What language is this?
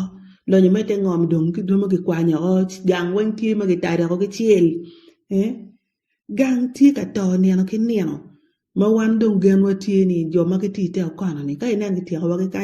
Acoli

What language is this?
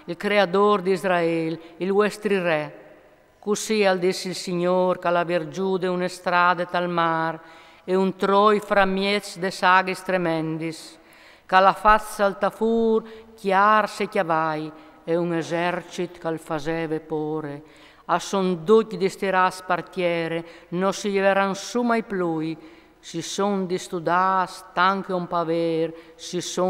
Friulian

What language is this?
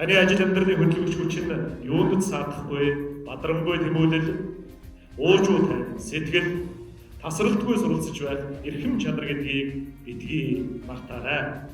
Mongolian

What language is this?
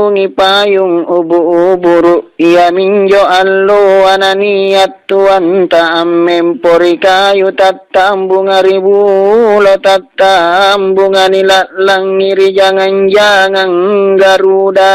Makasar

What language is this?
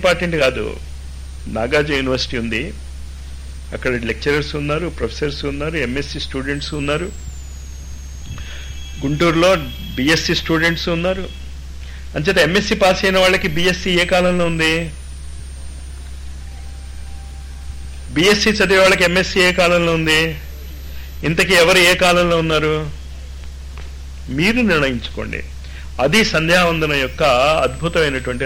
Telugu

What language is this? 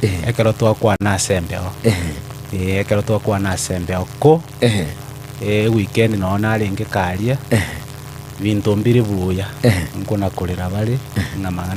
Gusii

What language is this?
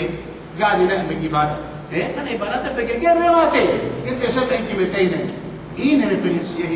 Yakan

